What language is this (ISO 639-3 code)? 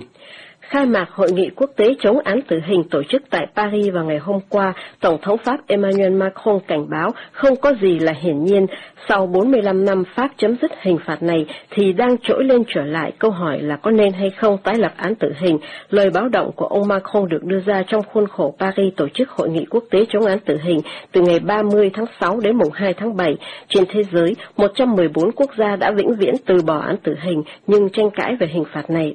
vie